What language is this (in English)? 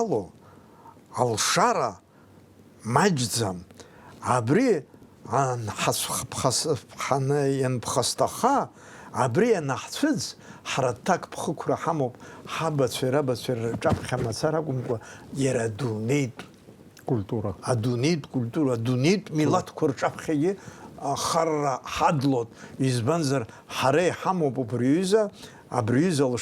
Abkhazian